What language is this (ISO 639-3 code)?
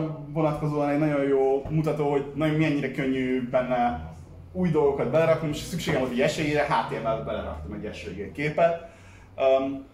hun